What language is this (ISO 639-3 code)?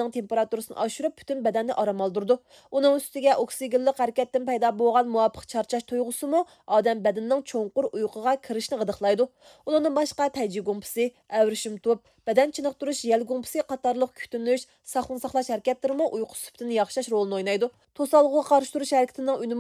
uig